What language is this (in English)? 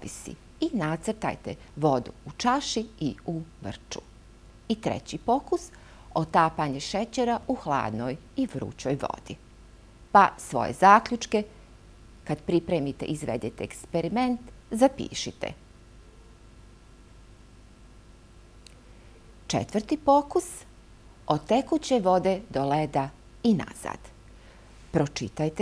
Bosnian